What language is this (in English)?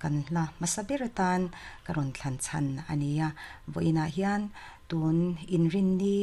Mizo